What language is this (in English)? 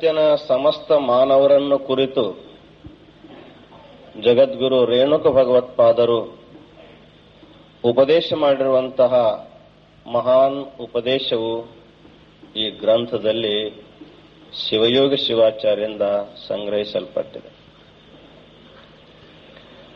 Kannada